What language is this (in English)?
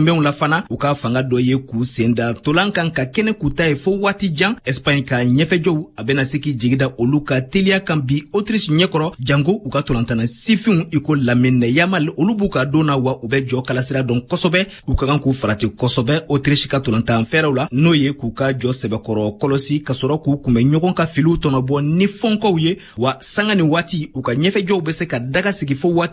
Bambara